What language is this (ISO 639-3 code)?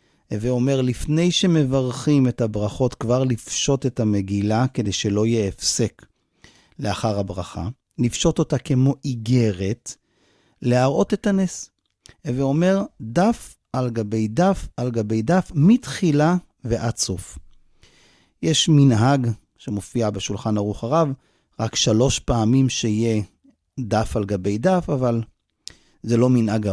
heb